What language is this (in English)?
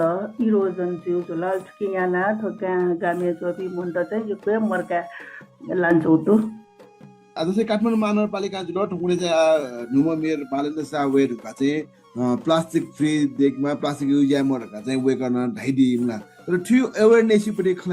Newari